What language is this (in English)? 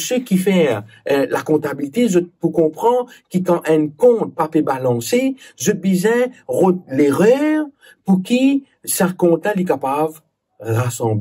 Morisyen